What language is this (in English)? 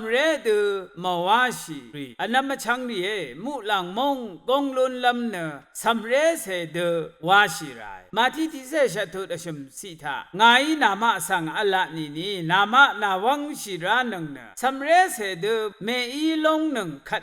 Rawang